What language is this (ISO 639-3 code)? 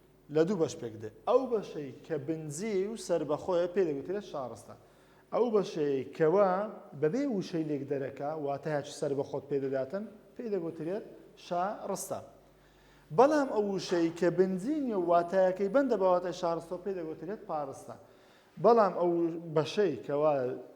ckb